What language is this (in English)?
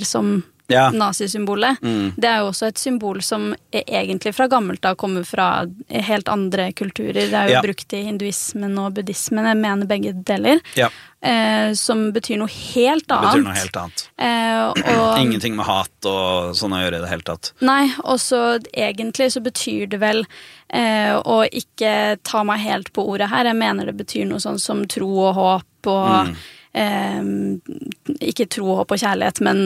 Norwegian